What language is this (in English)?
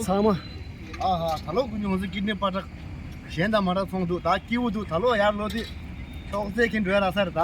Tibetan